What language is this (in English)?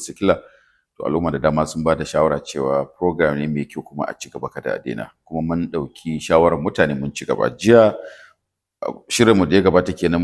Hausa